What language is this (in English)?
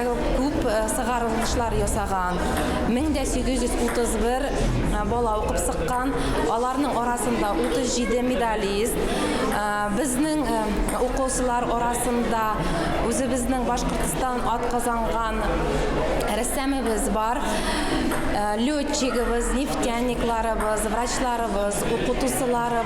Bashkir